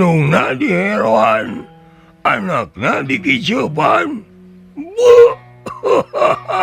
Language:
Sundanese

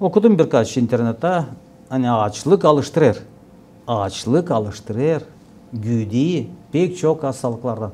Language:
Gagauz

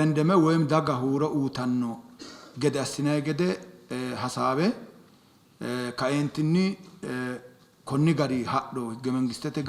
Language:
Sidamo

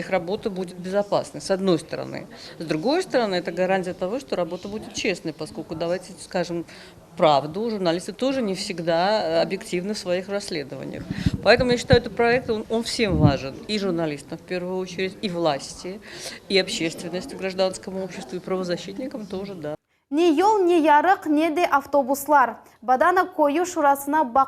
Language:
Crimean Tatar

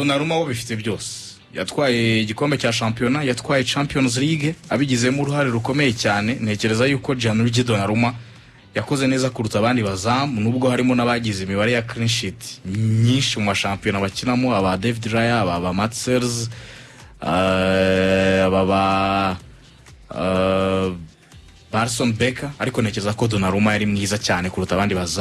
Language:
Kinyarwanda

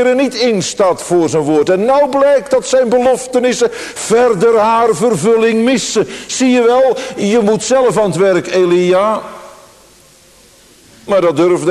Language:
Dutch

